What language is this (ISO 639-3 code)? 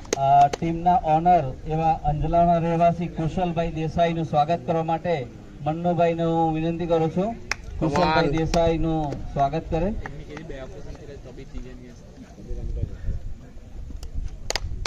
guj